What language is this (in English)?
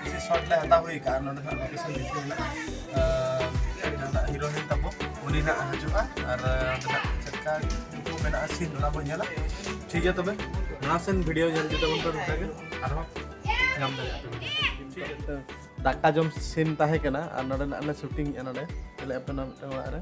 Santali